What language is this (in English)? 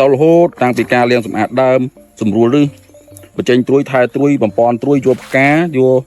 Khmer